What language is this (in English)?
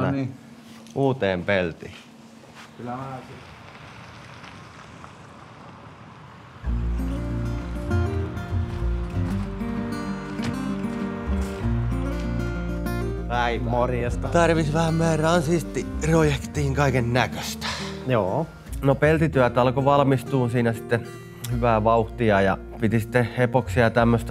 Finnish